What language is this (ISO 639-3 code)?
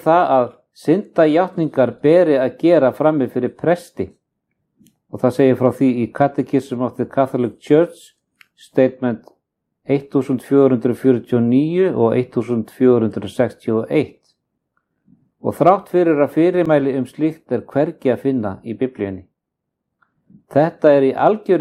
isl